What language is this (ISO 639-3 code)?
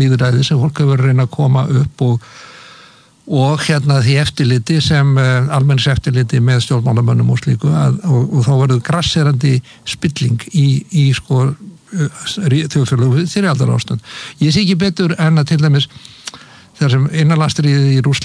isl